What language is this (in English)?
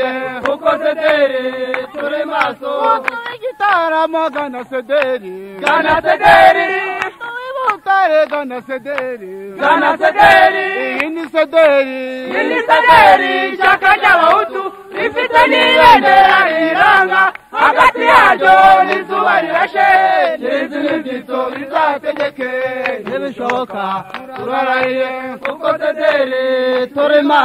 Kinyarwanda